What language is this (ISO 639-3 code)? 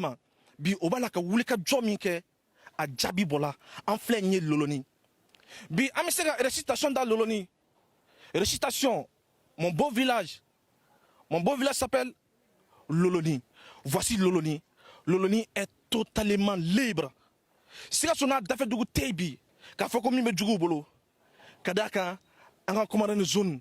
bam